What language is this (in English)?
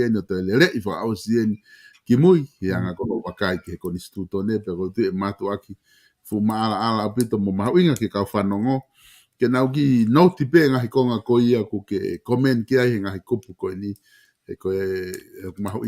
Tongan